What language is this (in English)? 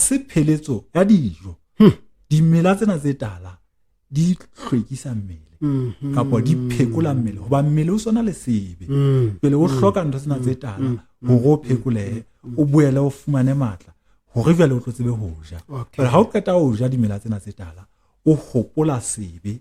Southern Sotho